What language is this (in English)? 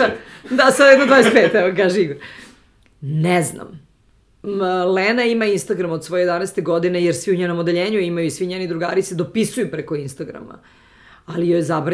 Serbian